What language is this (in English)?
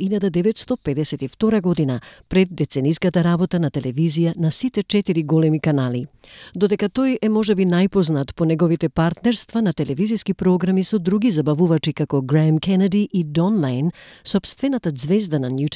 Macedonian